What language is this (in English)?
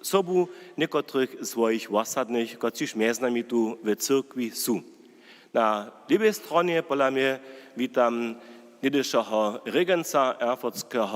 Upper Sorbian